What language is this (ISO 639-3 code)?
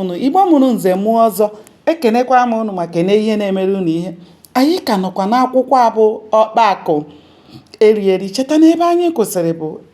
ibo